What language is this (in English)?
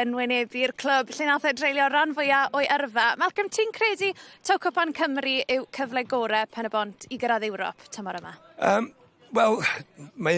Welsh